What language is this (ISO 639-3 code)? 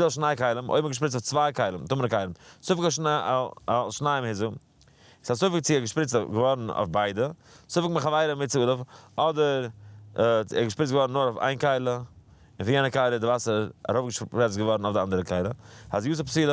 yid